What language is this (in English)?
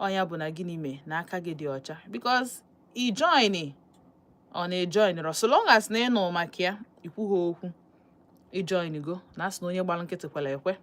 Igbo